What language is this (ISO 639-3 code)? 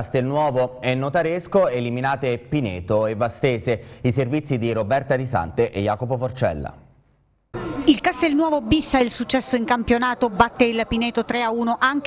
ita